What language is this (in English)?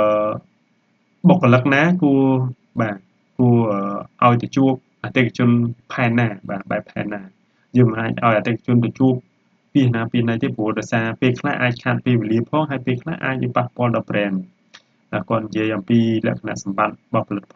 Khmer